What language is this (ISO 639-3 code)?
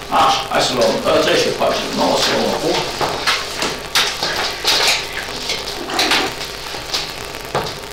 ron